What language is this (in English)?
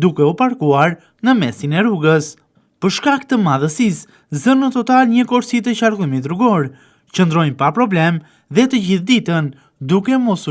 Albanian